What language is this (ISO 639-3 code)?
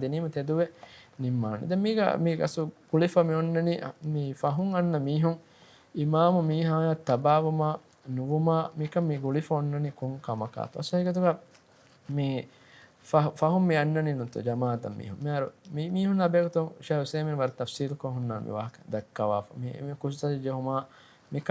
div